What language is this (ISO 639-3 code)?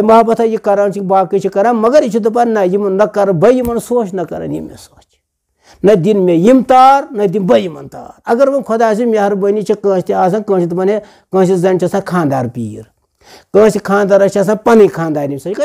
kas